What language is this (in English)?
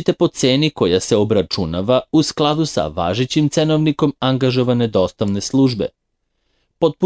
Serbian